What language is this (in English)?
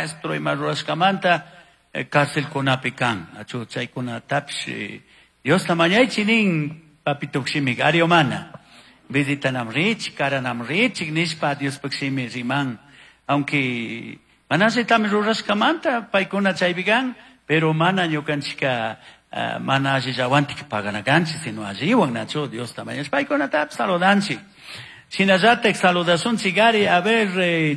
Chimborazo Highland Quichua